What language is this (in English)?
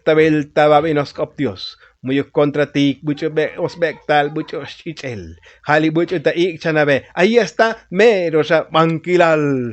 Tzotzil